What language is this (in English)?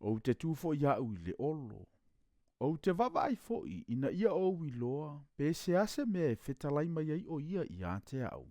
Samoan